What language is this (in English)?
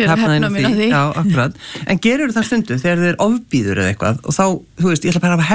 Icelandic